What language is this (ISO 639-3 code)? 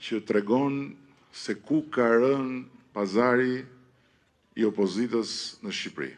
sqi